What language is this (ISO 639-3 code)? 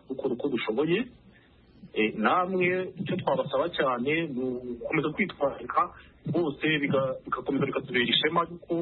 kin